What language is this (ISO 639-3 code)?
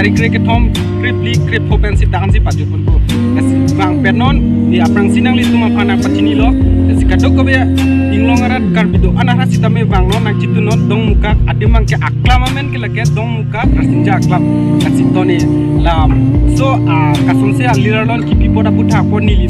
mjw